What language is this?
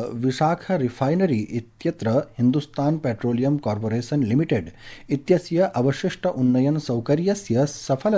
Sanskrit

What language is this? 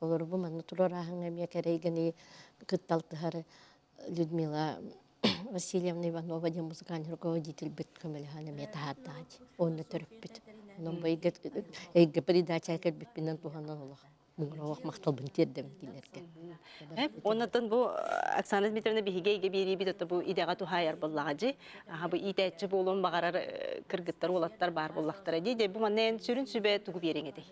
Yakut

